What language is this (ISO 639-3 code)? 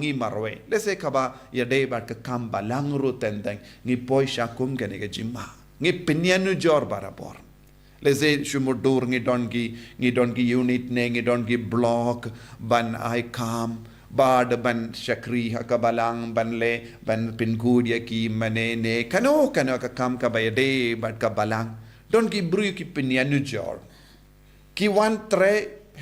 kha